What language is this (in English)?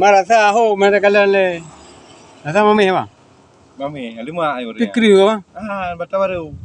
Achinese